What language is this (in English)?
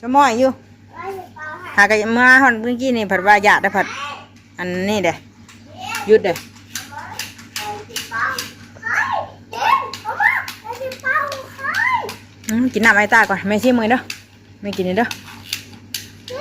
Northeastern Thai